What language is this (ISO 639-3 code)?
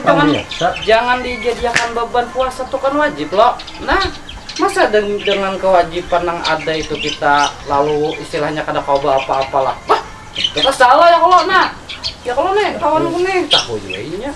bjn